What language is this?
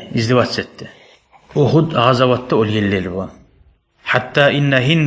Kumyk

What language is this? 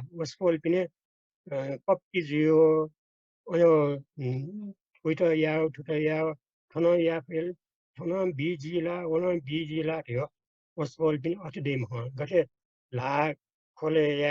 Newari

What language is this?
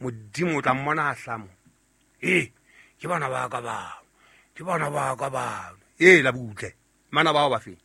Southern Sotho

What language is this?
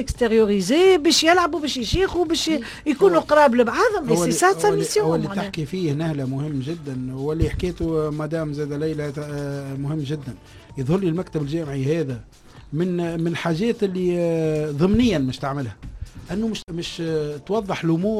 Tunisian Arabic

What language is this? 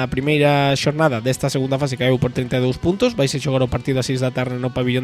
Galician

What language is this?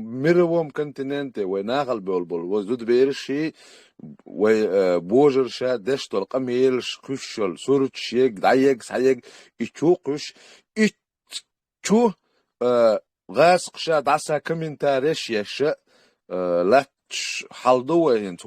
Chechen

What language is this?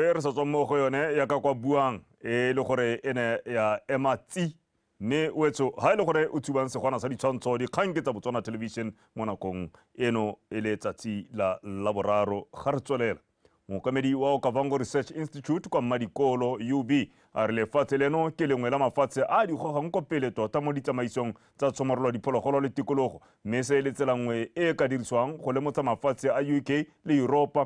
Tswana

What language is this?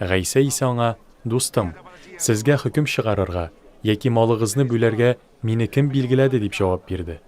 Tatar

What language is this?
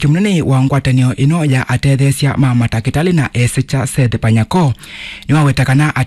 Kamba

